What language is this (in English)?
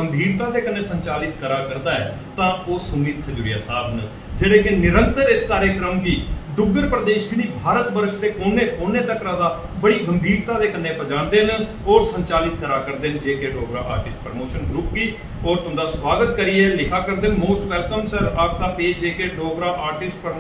Dogri